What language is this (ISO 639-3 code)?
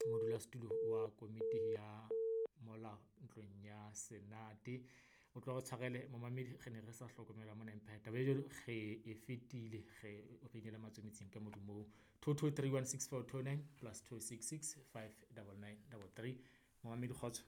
sot